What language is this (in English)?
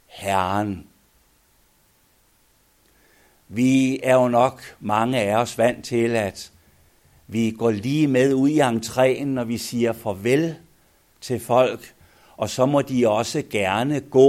Danish